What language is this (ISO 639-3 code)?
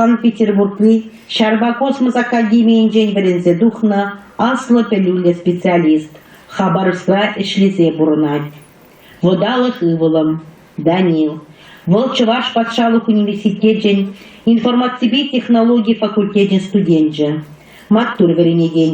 chv